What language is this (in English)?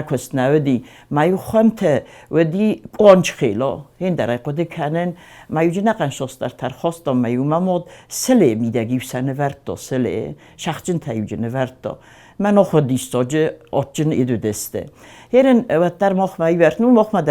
Ossetic